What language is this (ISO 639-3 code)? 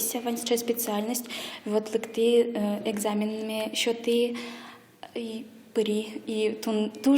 udm